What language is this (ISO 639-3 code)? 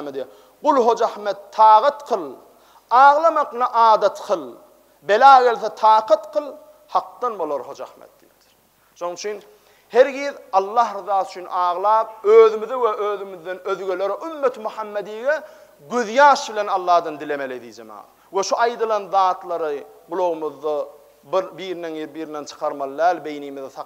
tuk